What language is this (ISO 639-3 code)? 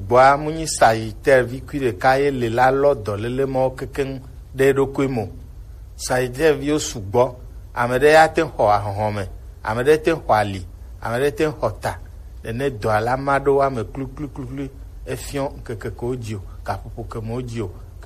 gej